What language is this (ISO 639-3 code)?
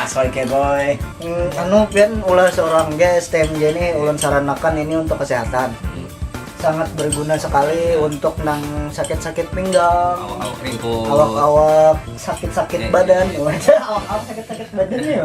bjn